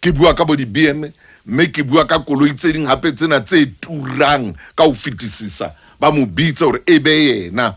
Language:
Southern Sotho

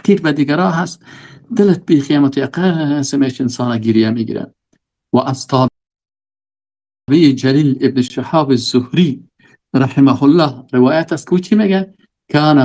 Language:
Persian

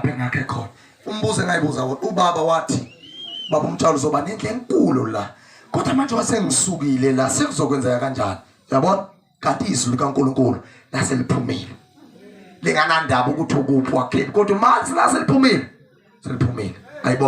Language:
Zulu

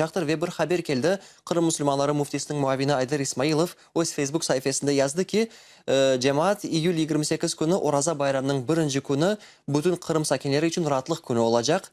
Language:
Crimean Tatar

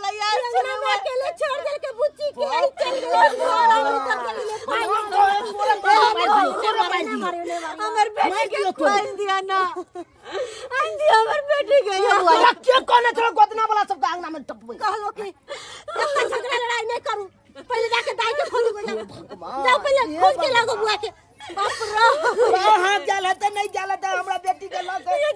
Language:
Maithili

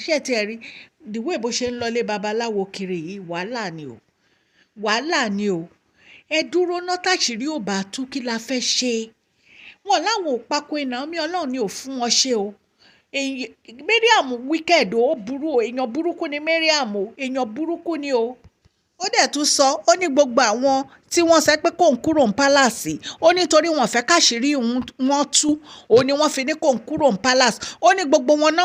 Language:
Yoruba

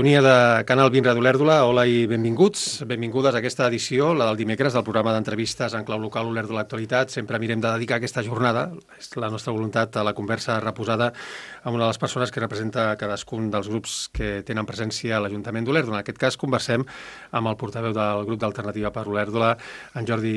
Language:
Catalan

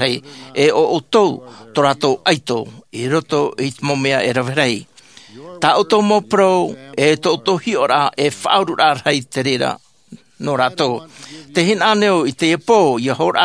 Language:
Tahitian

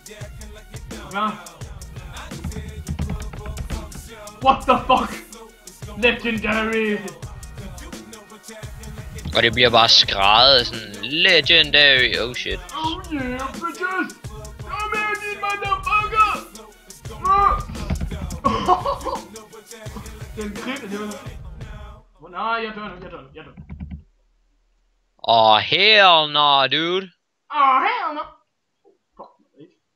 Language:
Danish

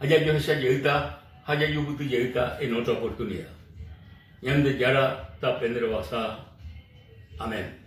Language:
Guarani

